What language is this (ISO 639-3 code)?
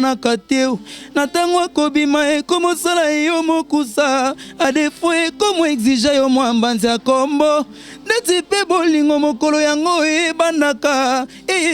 lin